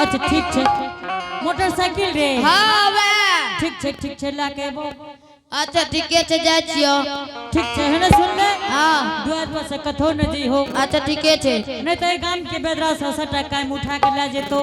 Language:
Angika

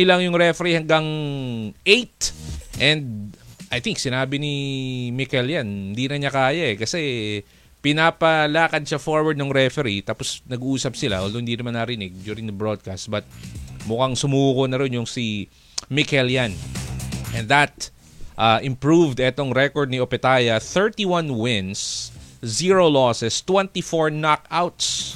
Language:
Filipino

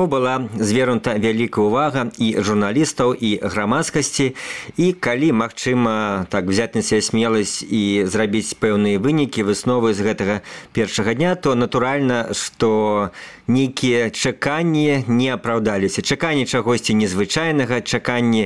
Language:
Belarusian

